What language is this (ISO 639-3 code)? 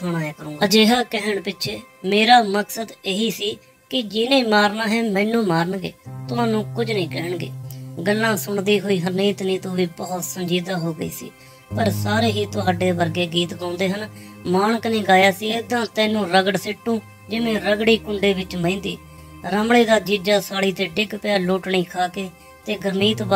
pan